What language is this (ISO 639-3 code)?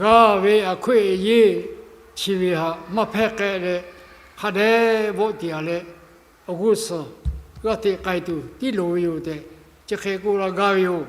lhu